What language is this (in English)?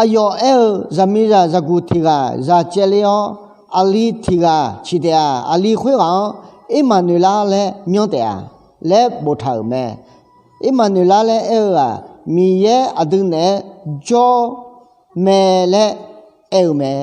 Akha